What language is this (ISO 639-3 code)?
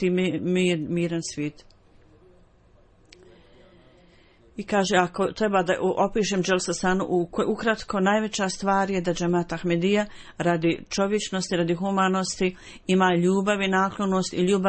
bos